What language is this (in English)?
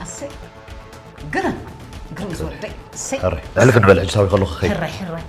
Tigrinya